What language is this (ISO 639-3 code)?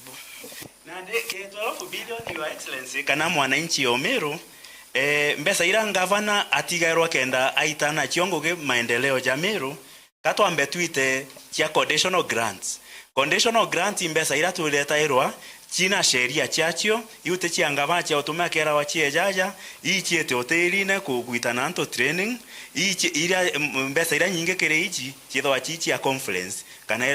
mer